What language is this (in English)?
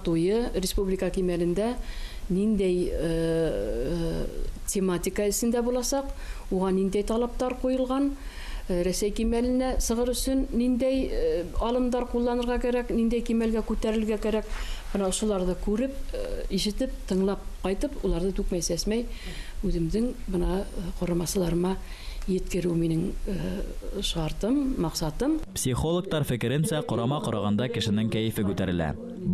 Bashkir